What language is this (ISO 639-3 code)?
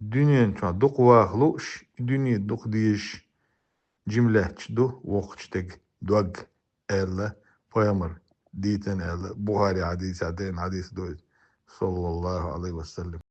che